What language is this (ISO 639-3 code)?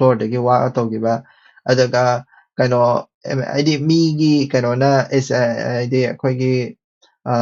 mni